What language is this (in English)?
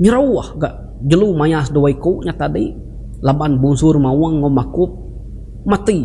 Iban